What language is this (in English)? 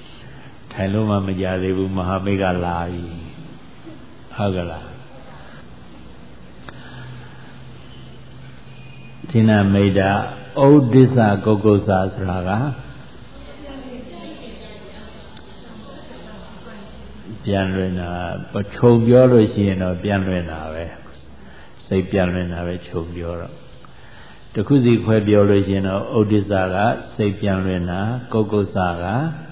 Burmese